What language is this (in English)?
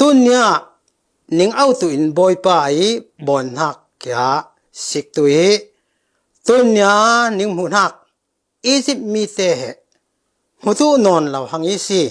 Falam Chin